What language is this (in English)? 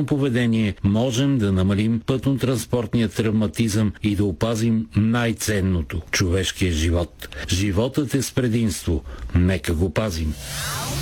Bulgarian